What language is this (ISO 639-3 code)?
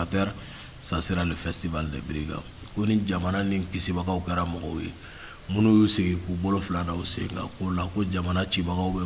bam